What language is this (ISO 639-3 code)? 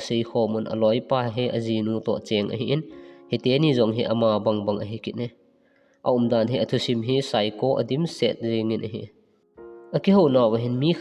tcz